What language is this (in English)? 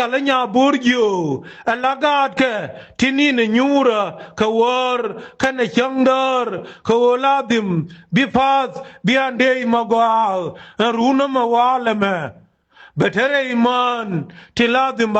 Nuer